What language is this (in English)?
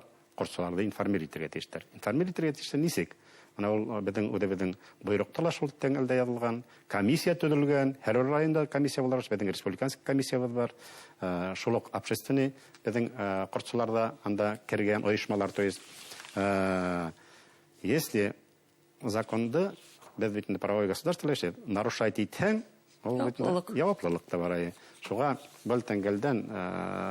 Bashkir